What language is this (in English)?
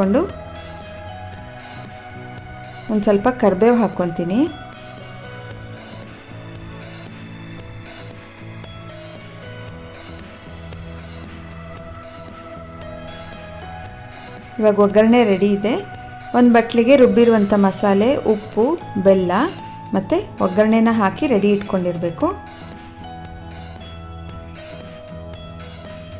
Kannada